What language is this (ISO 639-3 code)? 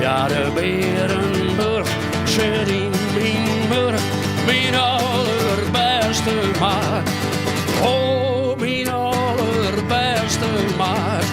fry